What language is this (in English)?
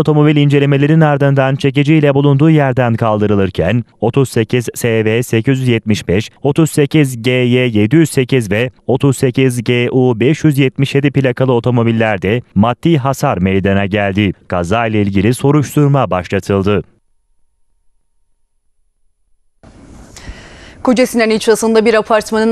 Turkish